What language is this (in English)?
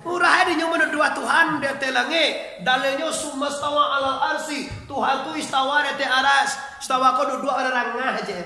Minangkabau